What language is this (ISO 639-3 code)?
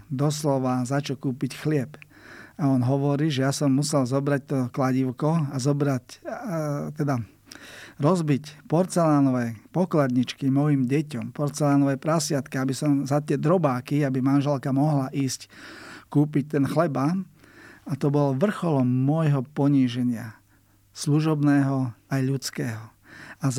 slk